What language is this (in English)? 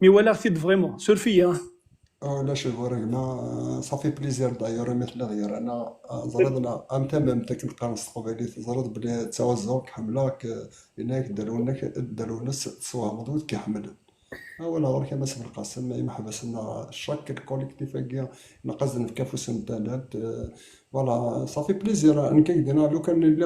Kabyle